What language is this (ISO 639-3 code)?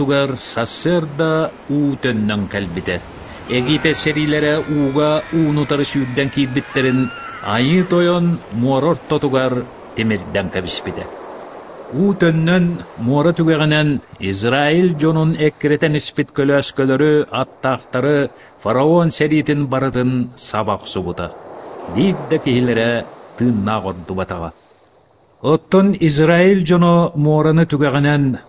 sah